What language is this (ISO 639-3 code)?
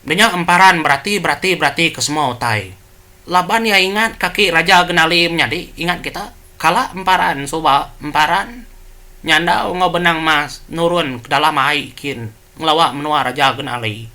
iba